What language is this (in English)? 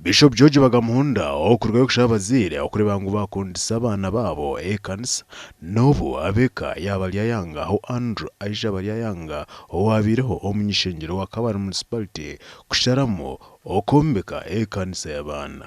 Nyankole